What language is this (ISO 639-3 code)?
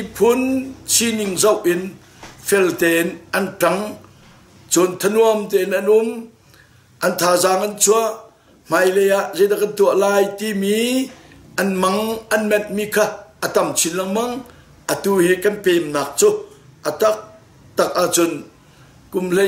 cnh